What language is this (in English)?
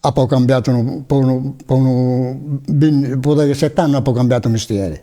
Sardinian